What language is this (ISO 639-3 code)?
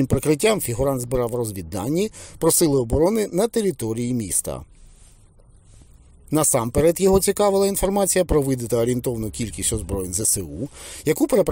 ukr